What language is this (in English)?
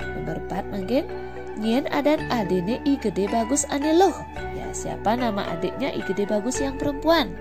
Balinese